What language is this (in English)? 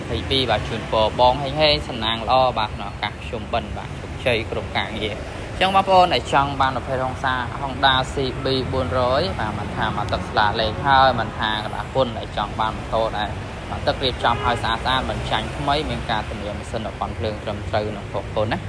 Khmer